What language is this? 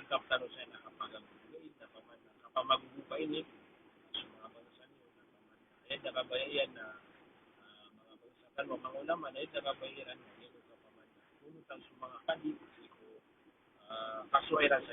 Maranao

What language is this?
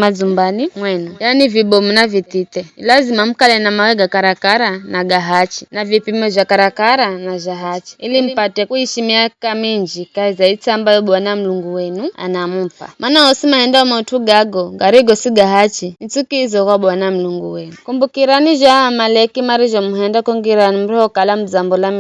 Giryama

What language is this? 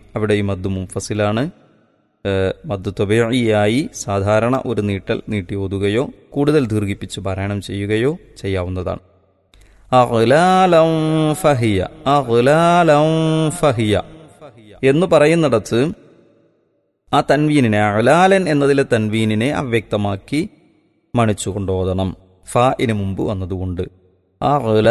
Malayalam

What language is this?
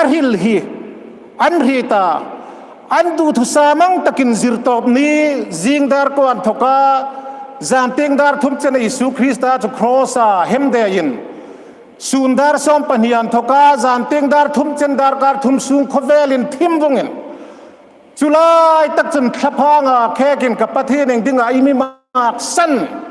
Hmar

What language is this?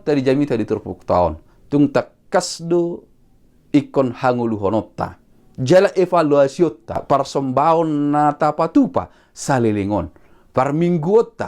Batak Toba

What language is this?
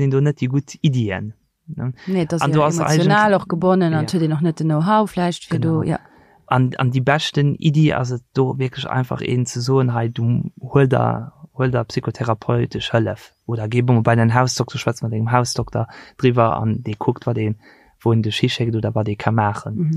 Luxembourgish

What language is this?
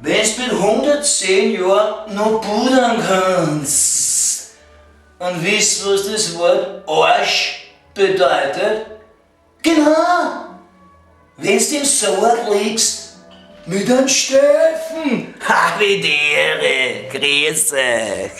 Bavarian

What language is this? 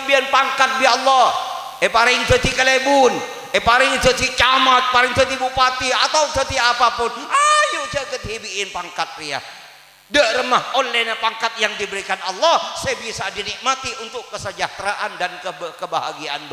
Madurese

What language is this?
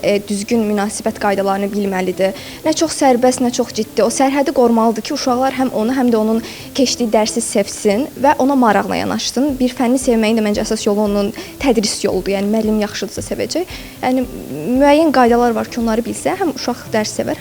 Azerbaijani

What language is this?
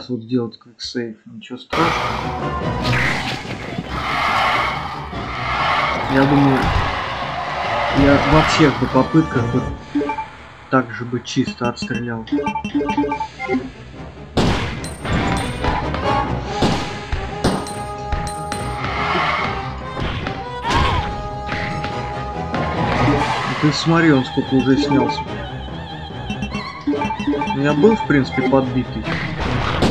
Russian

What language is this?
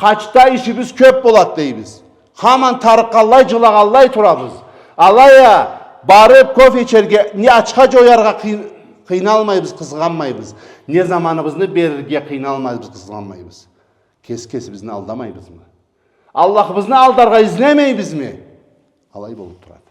Karachay-Balkar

